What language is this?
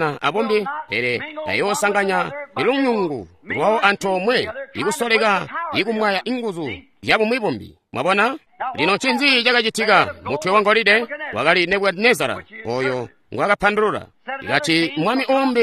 Tonga (Zambia)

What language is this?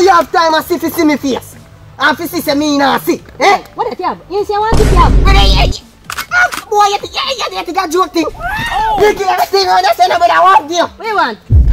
Jamaican Creole English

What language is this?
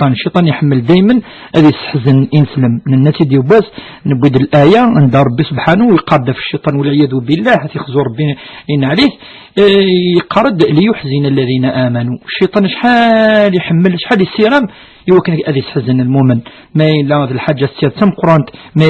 Kabyle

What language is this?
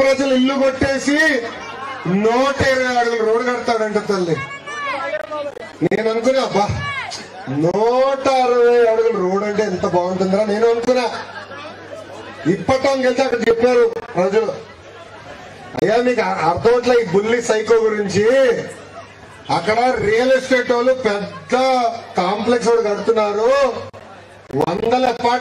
Telugu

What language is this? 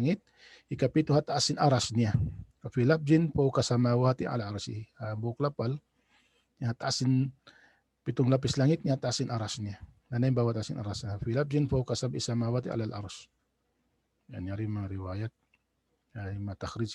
Tausug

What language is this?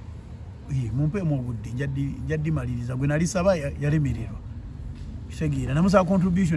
Ganda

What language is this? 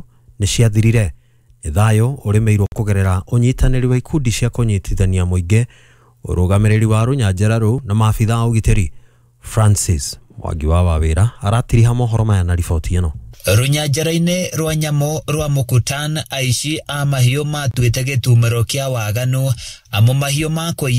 Kikuyu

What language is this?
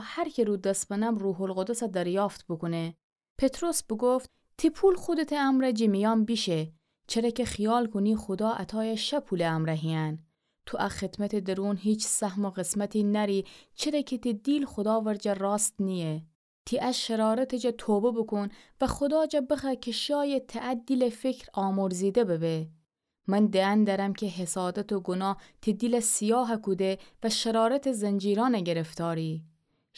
Gilaki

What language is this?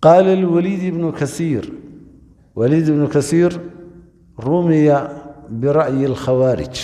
Somali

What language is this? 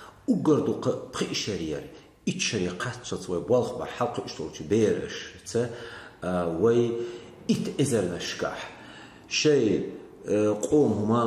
Chechen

